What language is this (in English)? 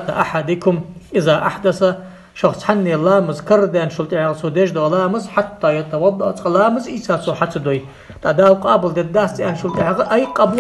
Ingush